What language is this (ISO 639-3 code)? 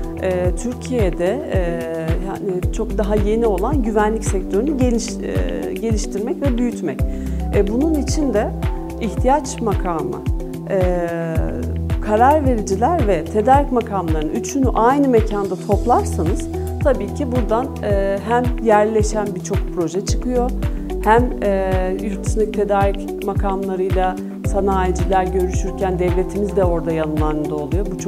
tur